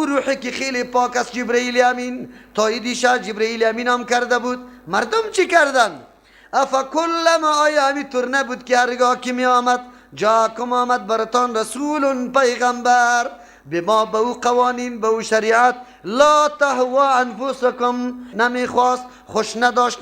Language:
Persian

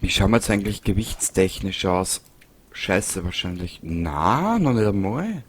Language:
Bavarian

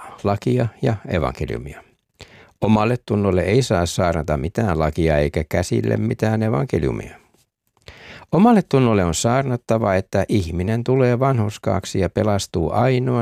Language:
Finnish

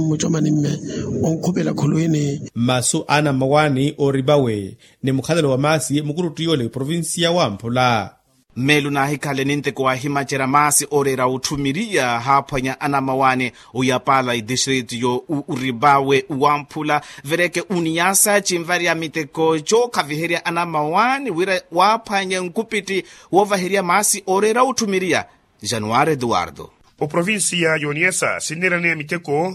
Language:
Makhuwa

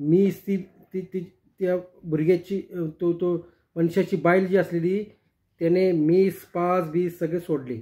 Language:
Konkani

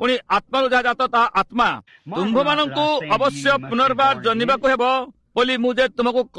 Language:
Odia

